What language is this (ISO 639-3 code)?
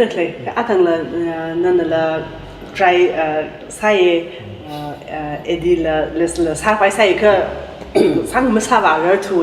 nmf